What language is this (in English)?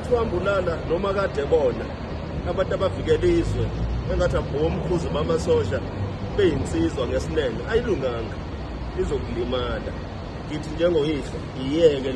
Zulu